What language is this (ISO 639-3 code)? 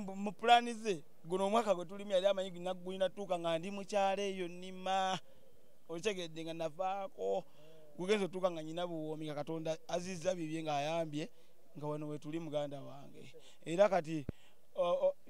lug